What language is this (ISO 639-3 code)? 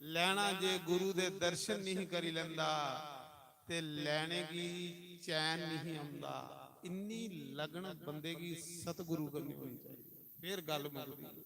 doi